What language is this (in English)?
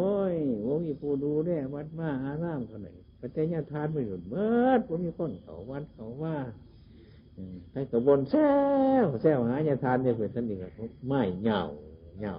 Northeastern Thai